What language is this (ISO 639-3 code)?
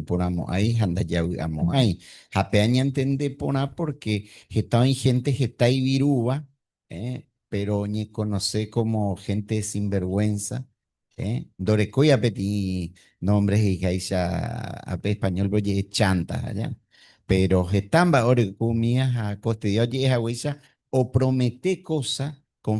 grn